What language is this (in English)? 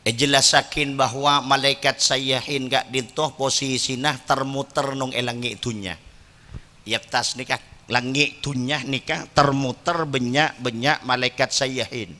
Madurese